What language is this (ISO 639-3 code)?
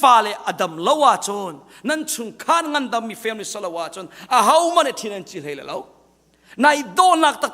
cnh